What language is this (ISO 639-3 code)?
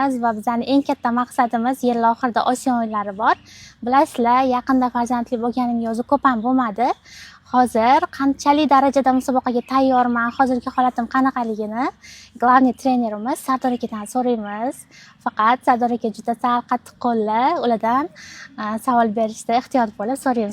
uzb